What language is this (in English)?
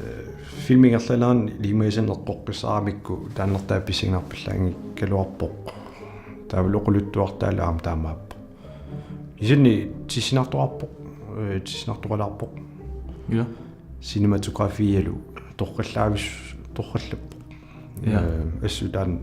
Kalaallisut